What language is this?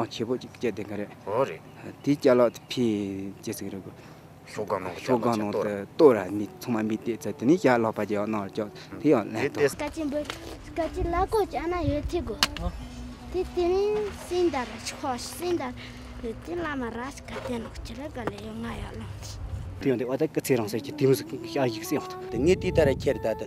Tibetan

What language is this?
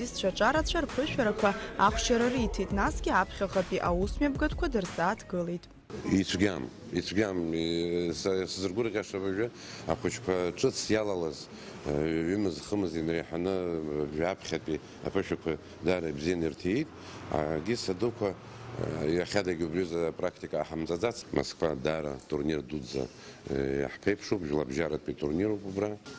Abkhazian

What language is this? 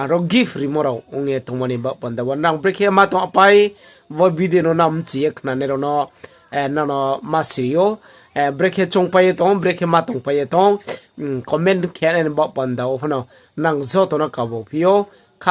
Riang (India)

